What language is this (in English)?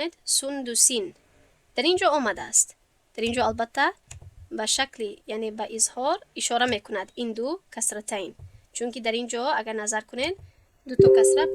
Tajik